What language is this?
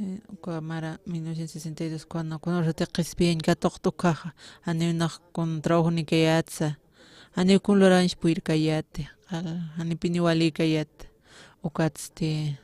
Aymara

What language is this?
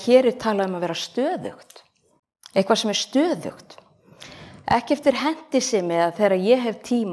Icelandic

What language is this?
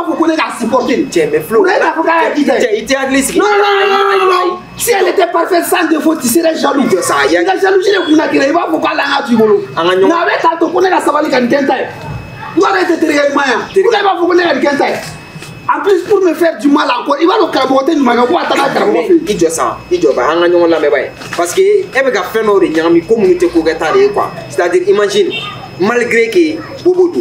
Bambara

